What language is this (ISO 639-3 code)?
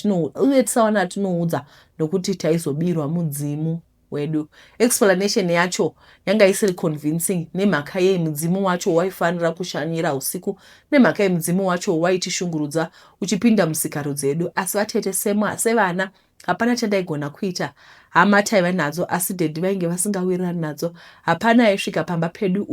sna